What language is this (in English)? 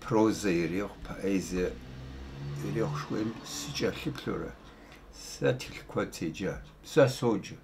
Kabardian